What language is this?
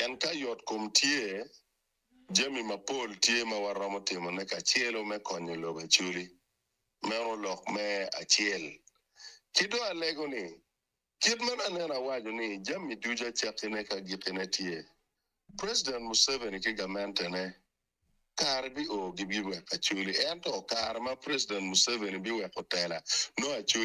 Acoli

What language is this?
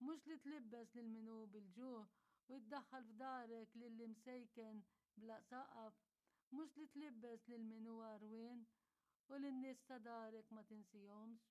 Maltese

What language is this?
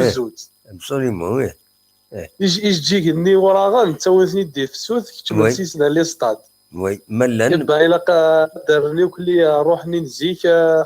Kabyle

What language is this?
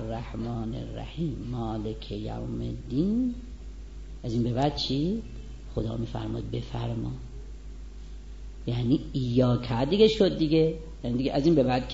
Persian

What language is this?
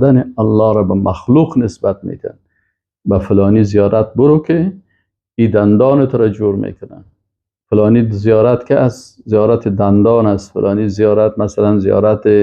Persian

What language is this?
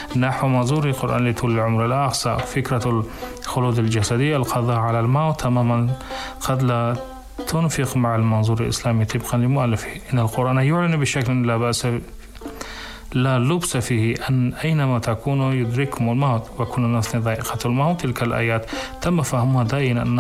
Arabic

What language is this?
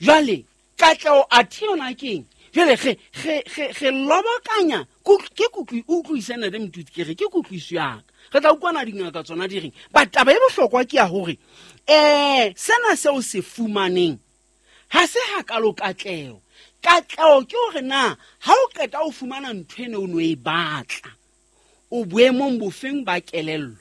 Southern Sotho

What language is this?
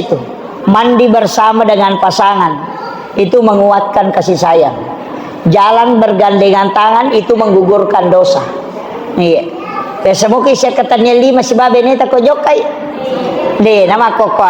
Buginese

